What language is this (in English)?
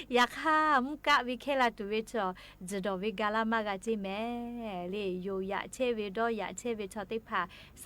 Lahu